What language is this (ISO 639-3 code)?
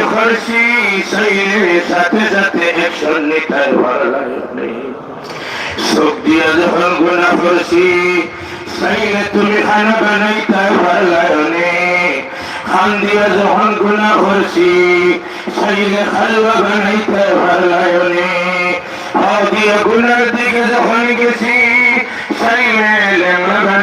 syl